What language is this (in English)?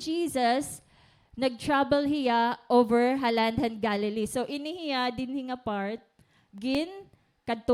Waray